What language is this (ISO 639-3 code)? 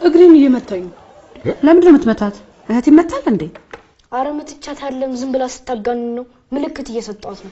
amh